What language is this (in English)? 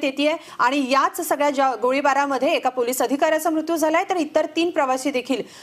Marathi